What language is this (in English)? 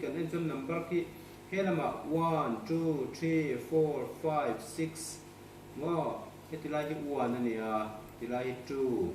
Mizo